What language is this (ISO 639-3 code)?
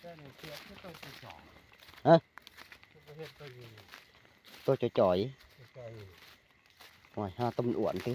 tts